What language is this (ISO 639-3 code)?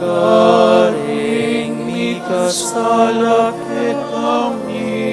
pam